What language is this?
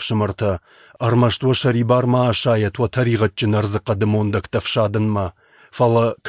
Ossetic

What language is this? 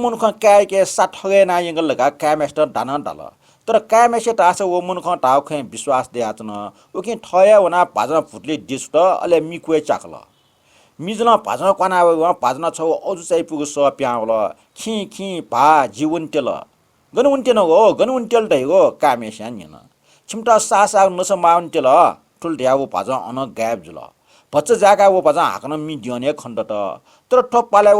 Newari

